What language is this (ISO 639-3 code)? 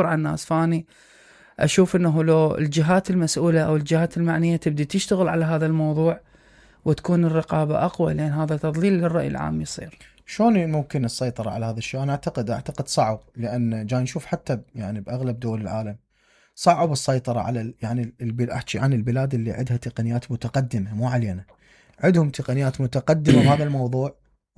acm